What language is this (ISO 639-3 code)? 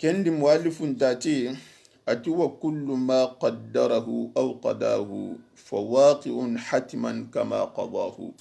snk